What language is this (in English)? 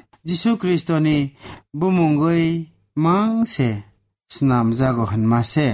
Kok Borok